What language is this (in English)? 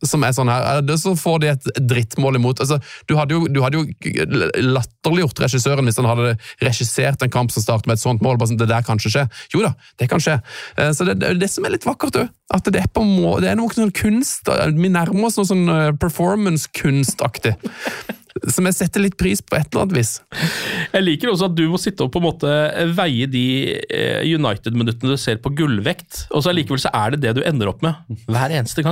Norwegian